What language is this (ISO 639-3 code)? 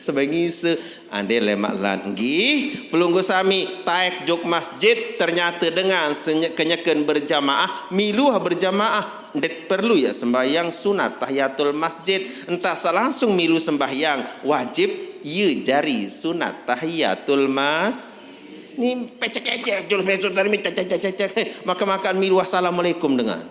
sas